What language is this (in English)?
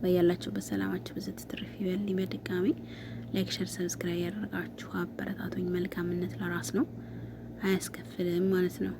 Amharic